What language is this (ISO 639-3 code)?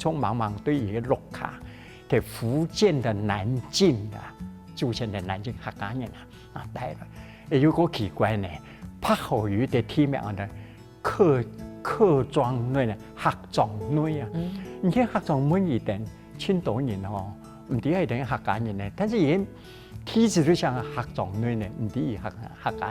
hak